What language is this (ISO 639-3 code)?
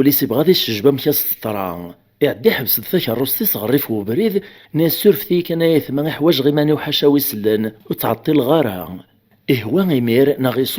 kab